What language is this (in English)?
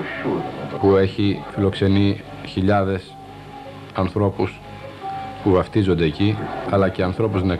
Greek